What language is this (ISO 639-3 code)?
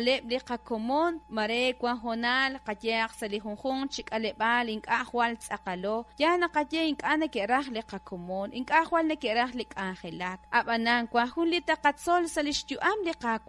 kek